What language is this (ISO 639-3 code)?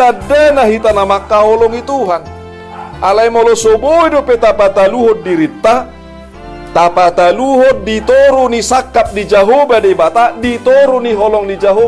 bbc